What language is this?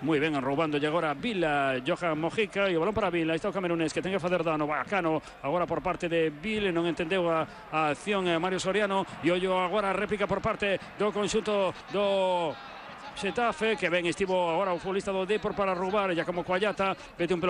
Galician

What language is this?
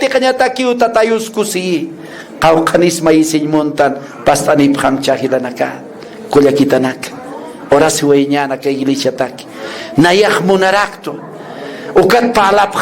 Aymara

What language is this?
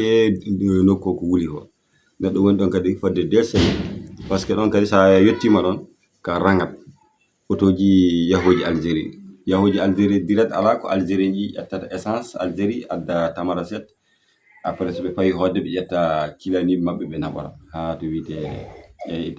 Fula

